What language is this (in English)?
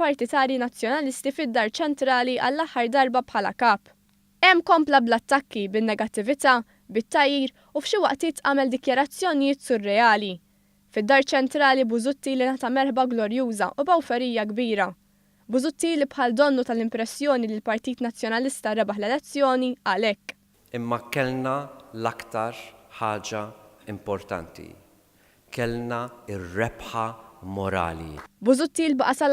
Maltese